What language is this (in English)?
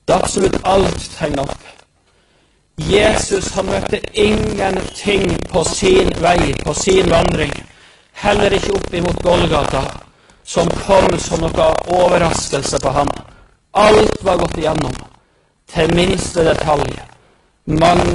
Norwegian